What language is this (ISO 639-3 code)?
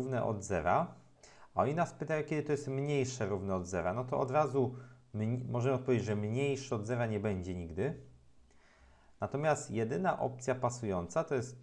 pol